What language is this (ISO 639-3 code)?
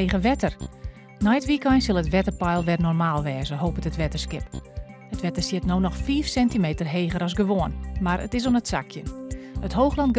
fry